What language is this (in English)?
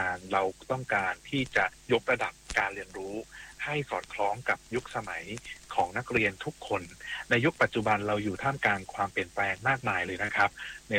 Thai